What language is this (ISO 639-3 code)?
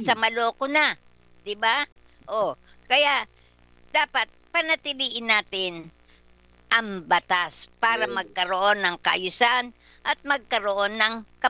fil